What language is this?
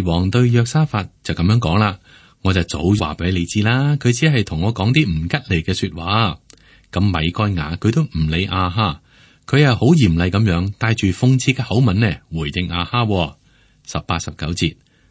Cantonese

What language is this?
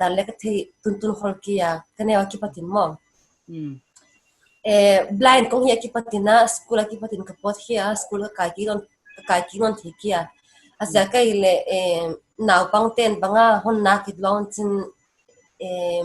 Paite Chin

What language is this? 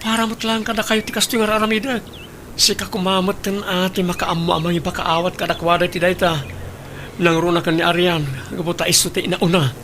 Iloko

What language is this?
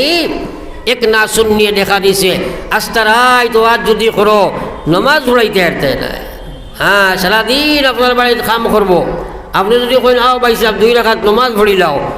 Sylheti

